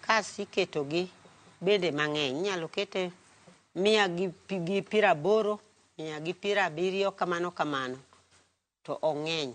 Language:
Luo (Kenya and Tanzania)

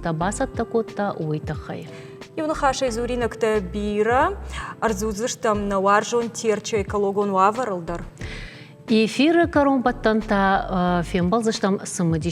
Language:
Ossetic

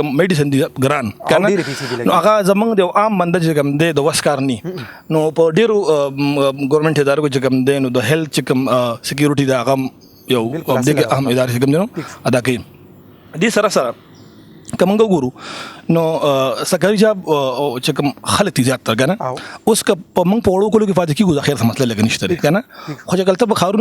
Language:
Pashto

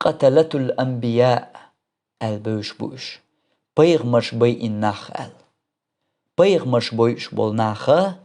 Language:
Chechen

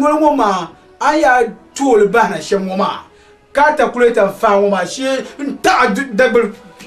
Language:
Dagbani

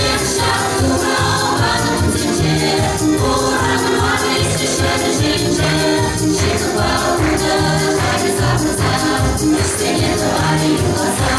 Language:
Chuvash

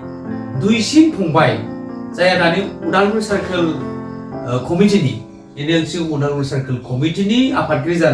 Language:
Bodo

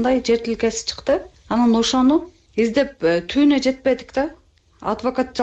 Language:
Kyrgyz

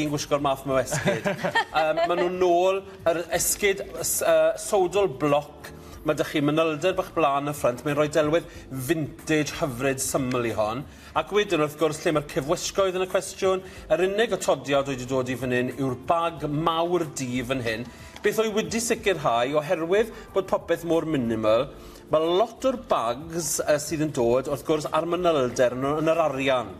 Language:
Welsh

